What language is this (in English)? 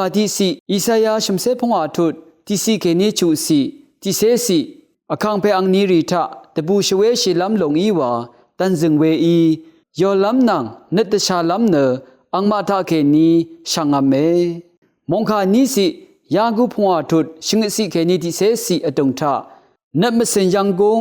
Rawang